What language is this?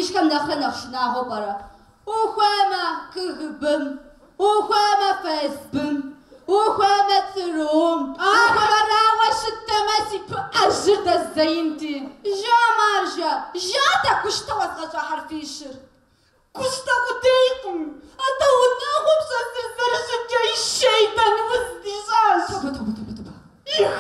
Kabardian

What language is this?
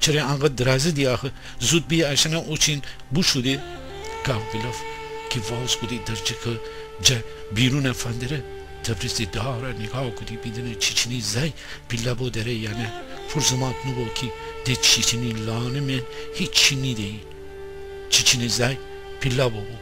Gilaki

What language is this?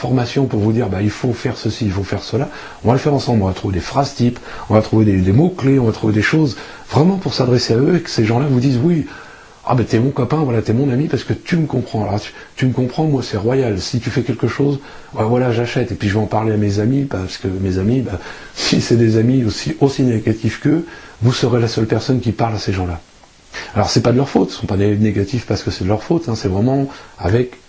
French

